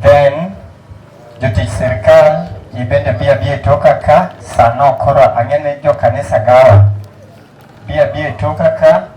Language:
Luo (Kenya and Tanzania)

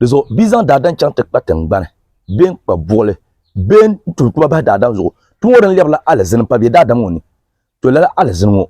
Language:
Dagbani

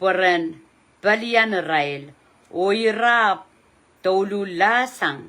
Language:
Pohnpeian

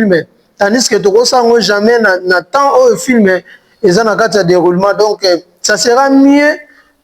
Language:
Lingala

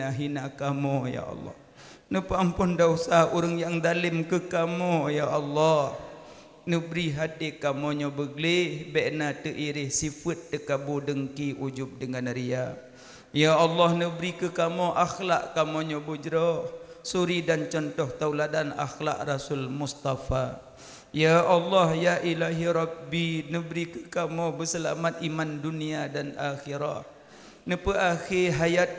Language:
Achinese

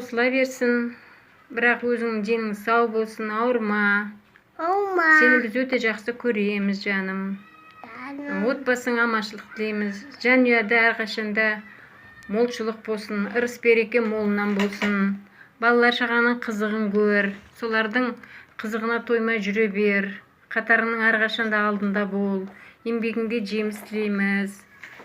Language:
Kazakh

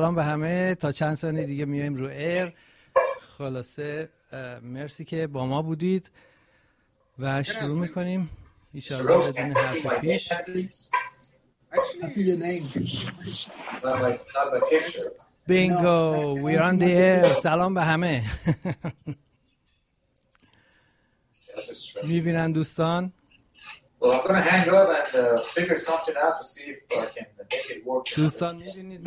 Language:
Persian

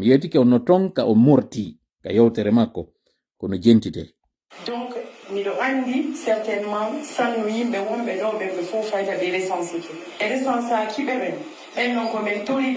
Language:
Fula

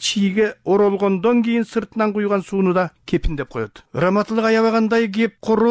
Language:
Kyrgyz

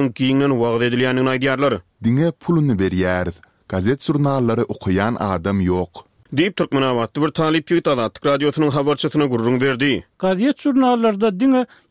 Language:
Turkmen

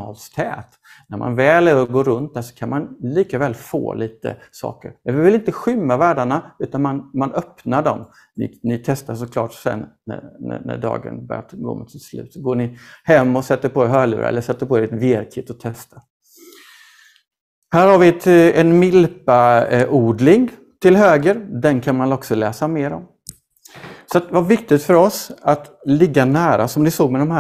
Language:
Swedish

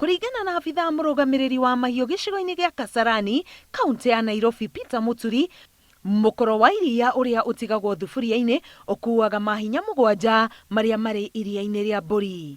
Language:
Kikuyu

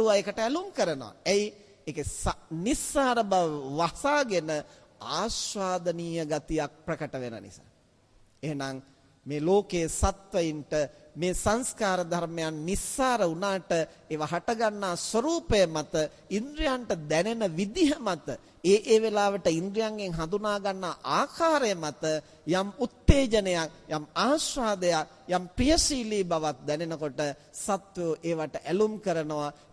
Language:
Sinhala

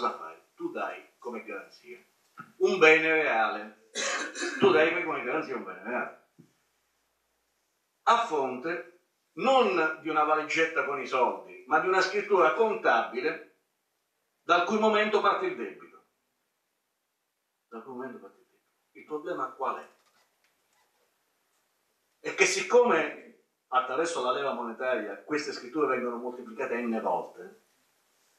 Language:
Italian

